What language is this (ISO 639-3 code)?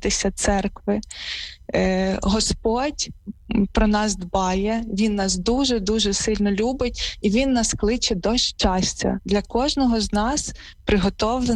ukr